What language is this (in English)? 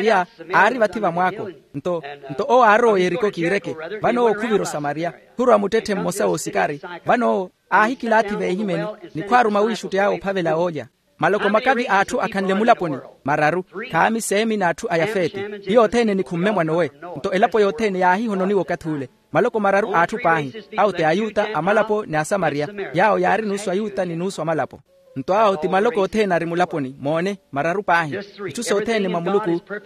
Makhuwa